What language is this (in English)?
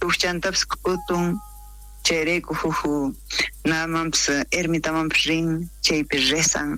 South Bolivian Quechua